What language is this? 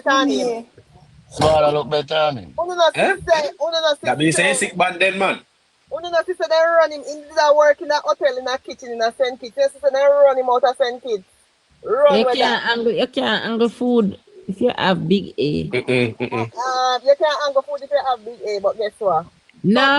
Jamaican Creole English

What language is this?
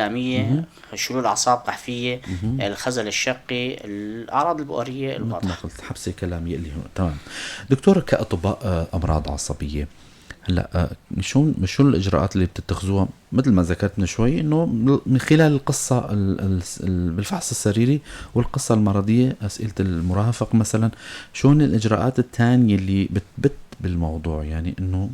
North Levantine Arabic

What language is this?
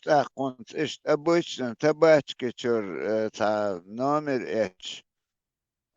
Chechen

